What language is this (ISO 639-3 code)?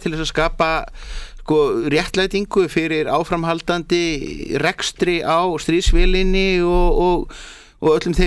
isl